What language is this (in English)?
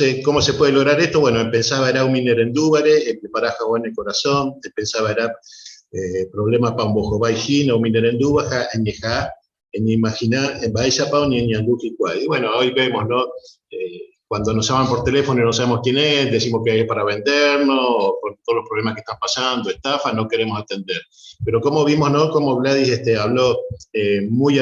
Guarani